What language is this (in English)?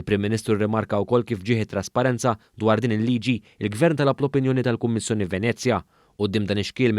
Maltese